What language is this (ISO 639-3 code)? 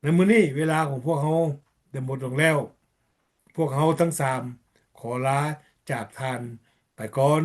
lao